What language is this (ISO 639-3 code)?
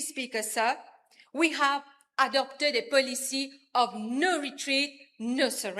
mfe